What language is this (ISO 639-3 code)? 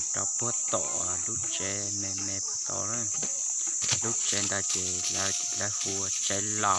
hmn